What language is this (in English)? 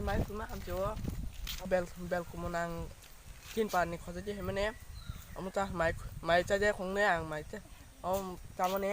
Kok Borok